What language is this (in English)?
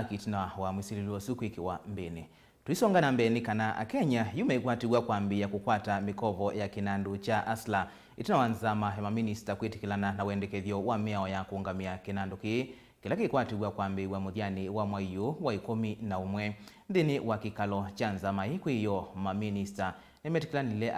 Kamba